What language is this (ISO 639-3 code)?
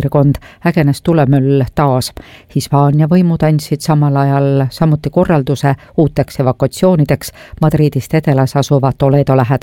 est